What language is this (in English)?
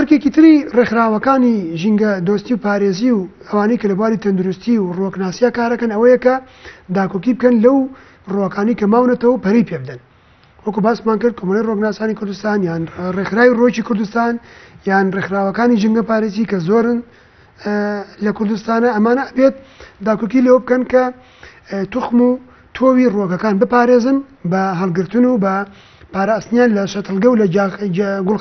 Central Kurdish